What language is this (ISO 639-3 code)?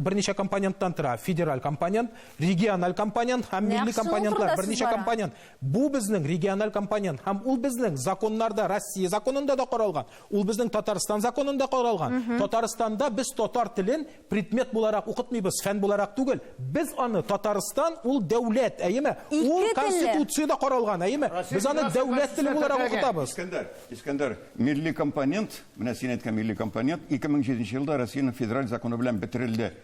tat